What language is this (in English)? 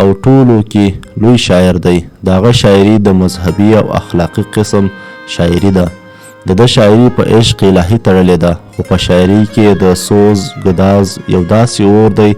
Pashto